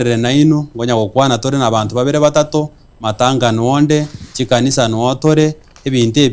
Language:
Gusii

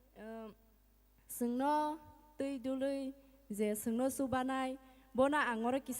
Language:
Kok Borok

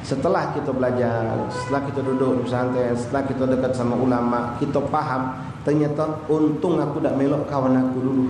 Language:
Musi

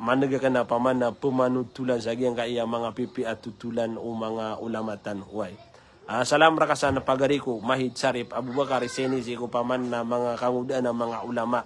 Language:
Maranao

